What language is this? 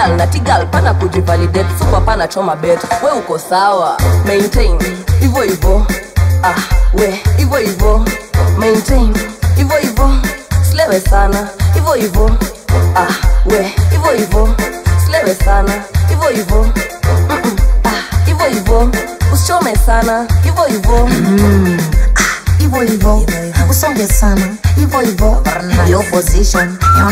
Swahili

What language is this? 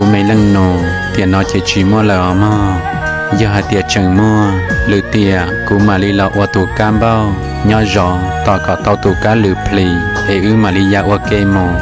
Hmong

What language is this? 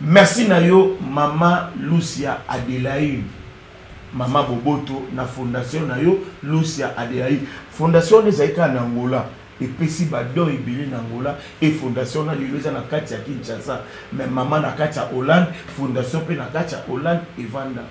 Lingala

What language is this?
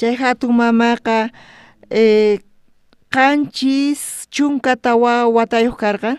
South Bolivian Quechua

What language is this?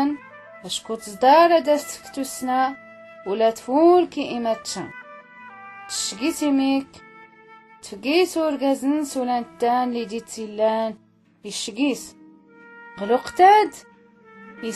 Tachelhit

